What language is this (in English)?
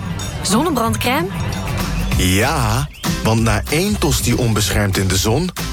Dutch